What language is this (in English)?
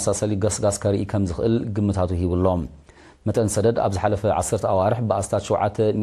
Tigrinya